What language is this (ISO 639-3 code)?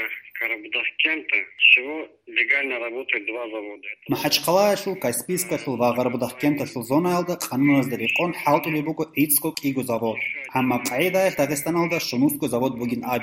ava